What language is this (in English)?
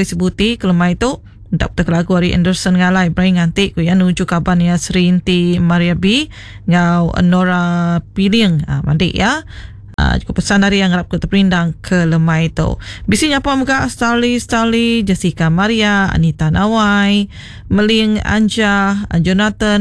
Iban